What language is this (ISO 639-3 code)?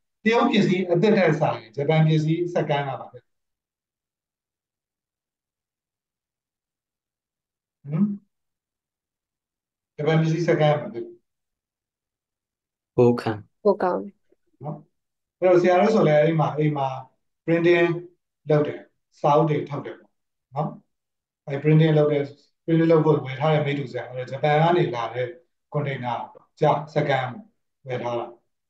mya